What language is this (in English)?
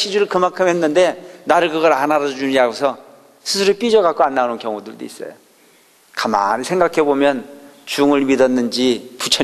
Korean